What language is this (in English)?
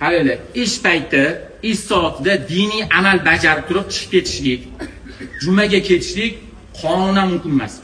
Uzbek